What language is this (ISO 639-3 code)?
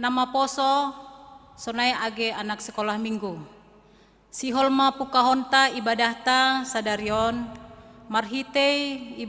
bts